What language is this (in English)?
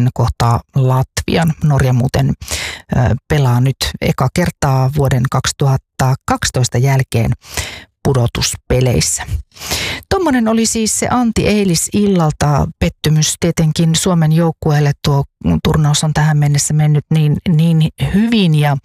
Finnish